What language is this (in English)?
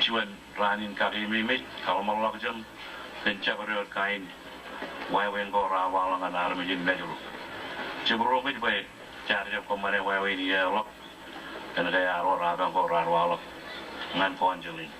Marshallese